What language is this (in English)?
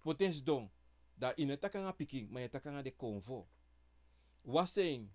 Sranan Tongo